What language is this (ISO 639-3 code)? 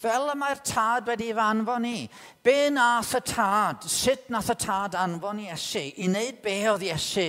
cym